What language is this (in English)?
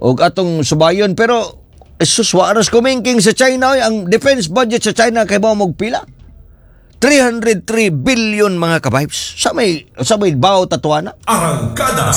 Cebuano